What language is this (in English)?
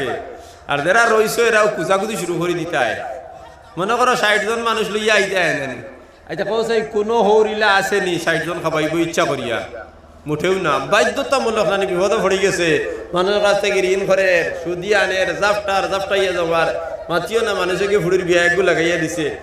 Sylheti